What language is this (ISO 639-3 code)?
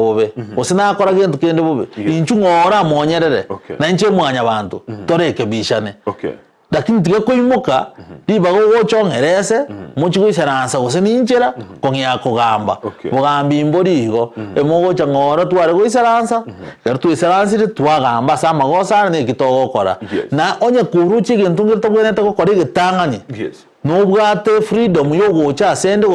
guz